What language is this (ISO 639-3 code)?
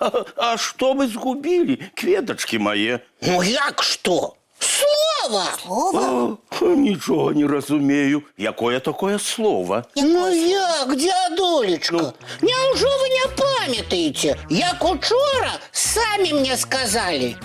bel